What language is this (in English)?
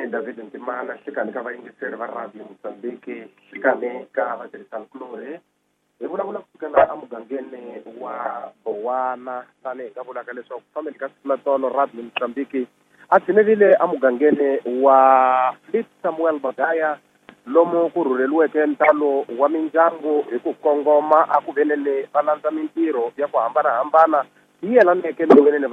Tsonga